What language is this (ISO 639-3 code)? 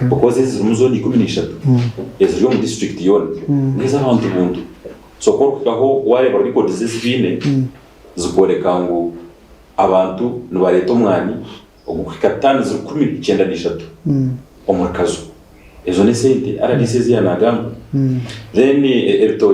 nyn